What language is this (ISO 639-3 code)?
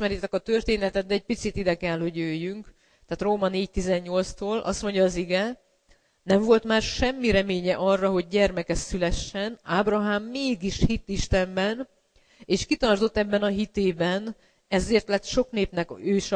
hun